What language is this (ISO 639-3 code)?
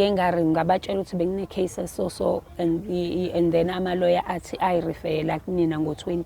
zul